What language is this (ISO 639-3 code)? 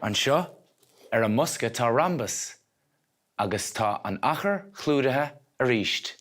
gle